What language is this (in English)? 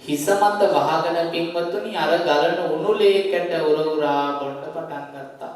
Sinhala